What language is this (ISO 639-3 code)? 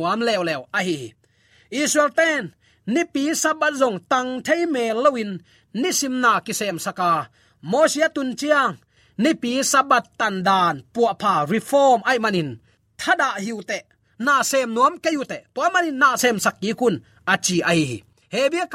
ctd